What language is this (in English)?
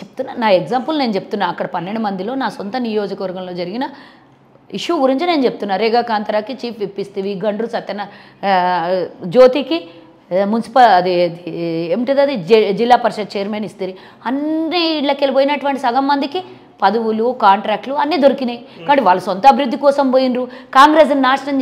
Telugu